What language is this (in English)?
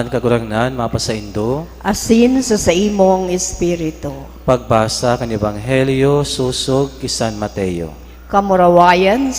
Bikol